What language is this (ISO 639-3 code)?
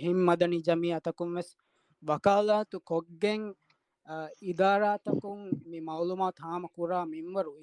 div